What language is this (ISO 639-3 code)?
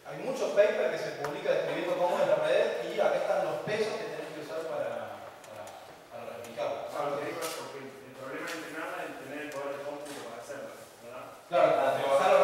spa